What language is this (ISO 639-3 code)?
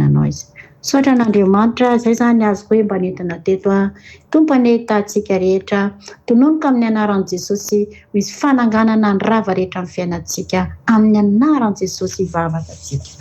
mlg